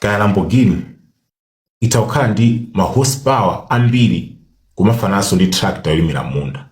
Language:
Nyanja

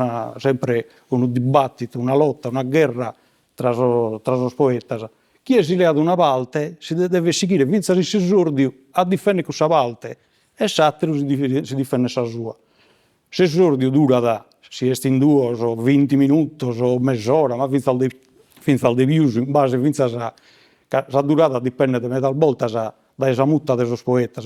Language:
Sardinian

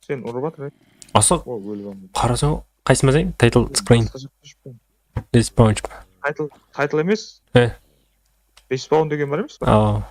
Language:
Kara-Kalpak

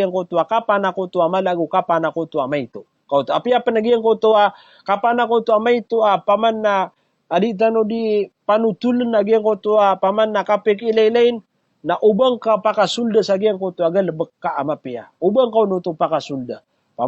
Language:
Maranao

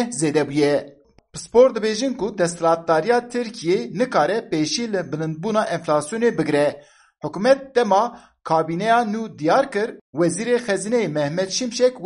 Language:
Kurdish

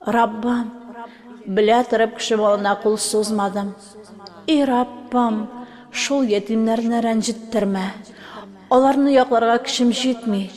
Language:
Tatar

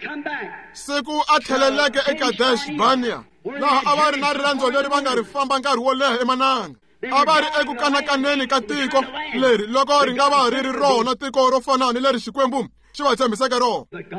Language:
Tsonga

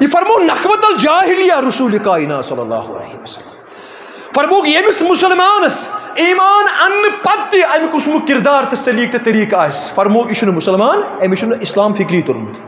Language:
Kashmiri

